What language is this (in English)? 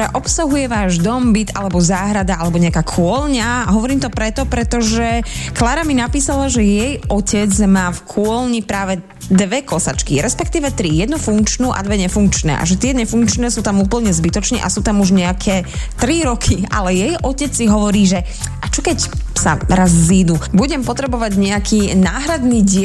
Slovak